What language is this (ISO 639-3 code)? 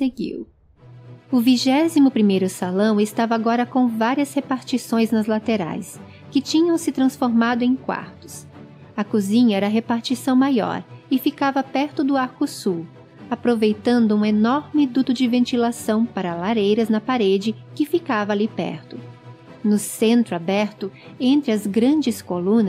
por